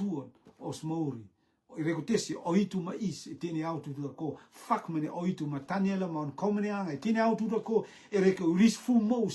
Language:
Rotuman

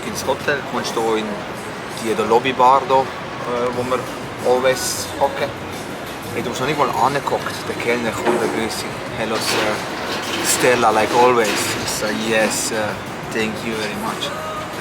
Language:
Swiss German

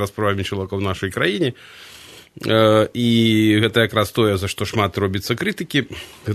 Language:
Belarusian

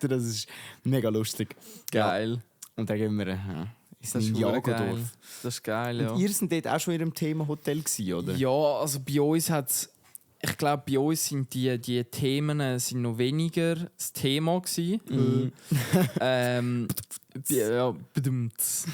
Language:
Swiss German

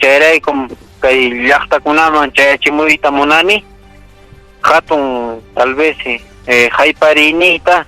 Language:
Ayacucho Quechua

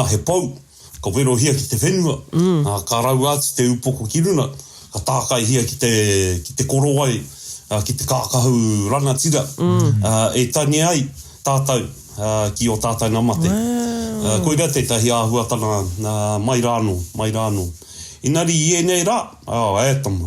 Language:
Māori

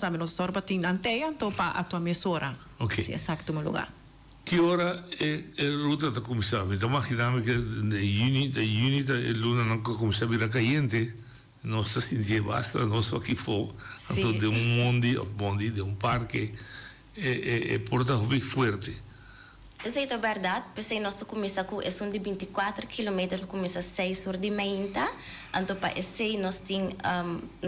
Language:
Papiamento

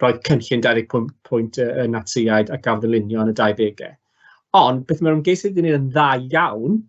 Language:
Welsh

